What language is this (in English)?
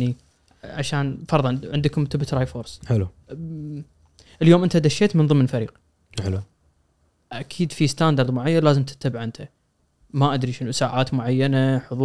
Gulf Arabic